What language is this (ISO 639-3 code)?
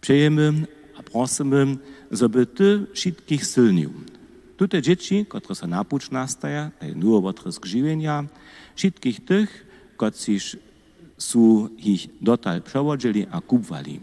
hsb